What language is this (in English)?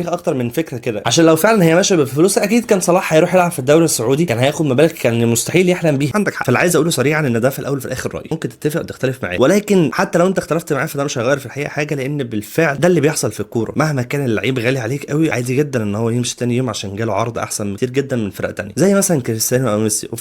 Egyptian Arabic